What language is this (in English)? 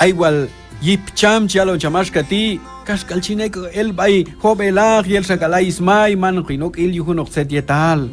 Q'anjob'al